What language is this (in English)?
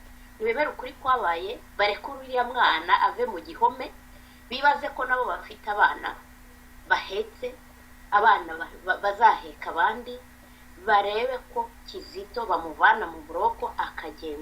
Kinyarwanda